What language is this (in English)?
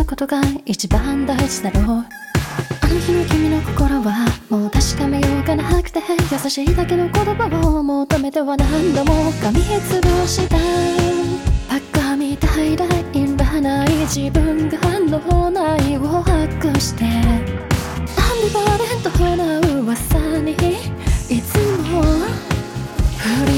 Japanese